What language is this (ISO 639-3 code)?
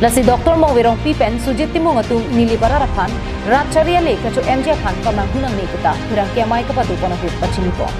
mjw